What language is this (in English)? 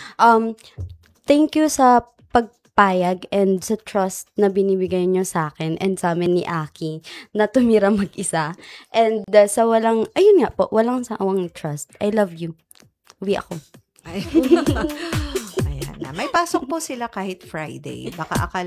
Filipino